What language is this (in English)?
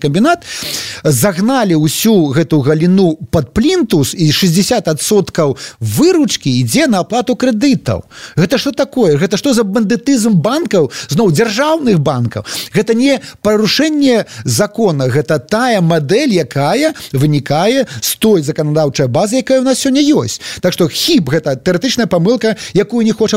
Belarusian